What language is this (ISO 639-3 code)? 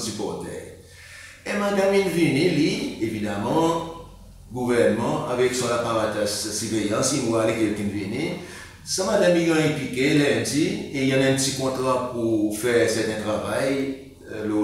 crs